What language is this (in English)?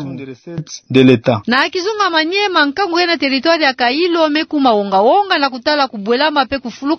Kituba (Democratic Republic of Congo)